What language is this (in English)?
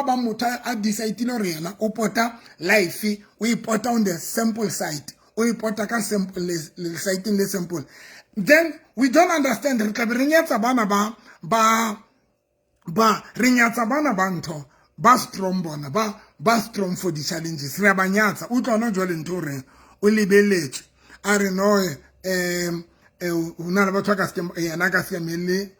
Southern Sotho